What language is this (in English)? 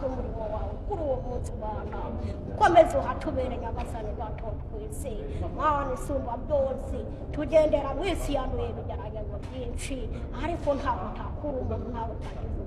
Kinyarwanda